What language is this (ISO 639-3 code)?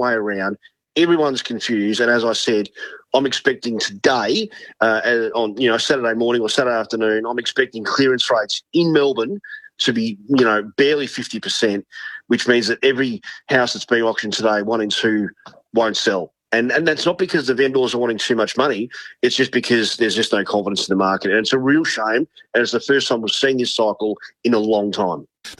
eng